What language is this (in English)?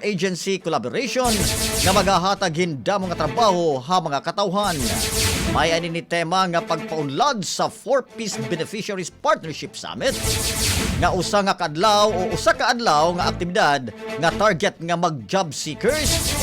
Waray